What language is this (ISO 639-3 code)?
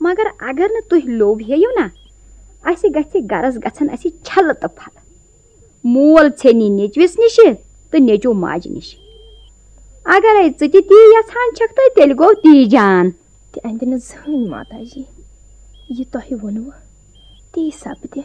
kas